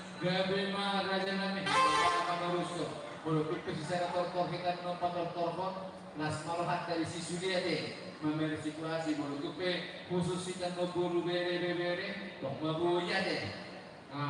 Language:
Batak Toba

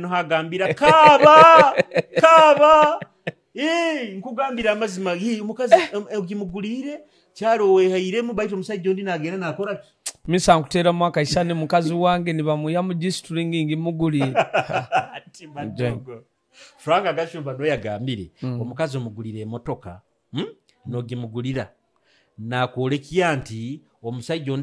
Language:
Nyoro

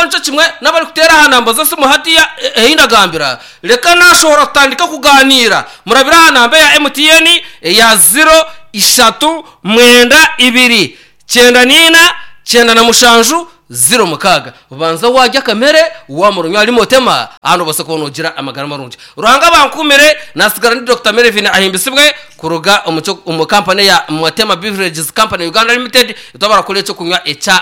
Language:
Nyankole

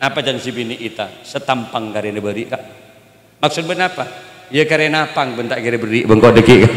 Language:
Madurese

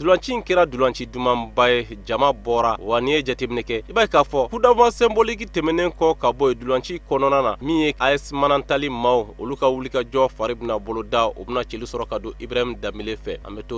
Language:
Bambara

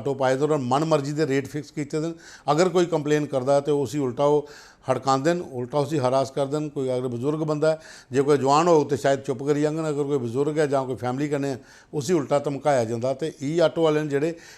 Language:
Dogri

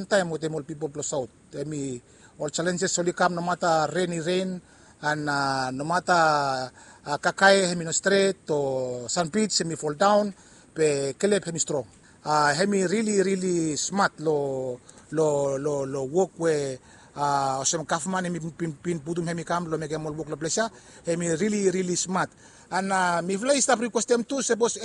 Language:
Bislama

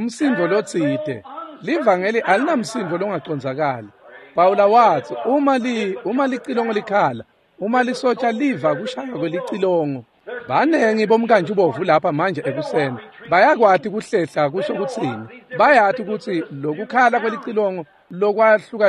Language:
Swati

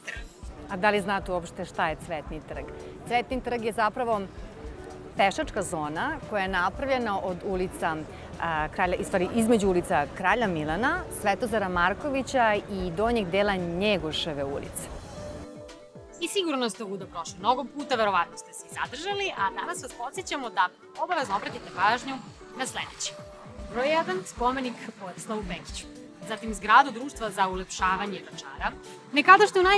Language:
Serbian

